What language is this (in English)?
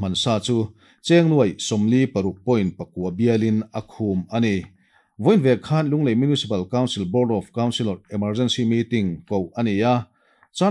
Mizo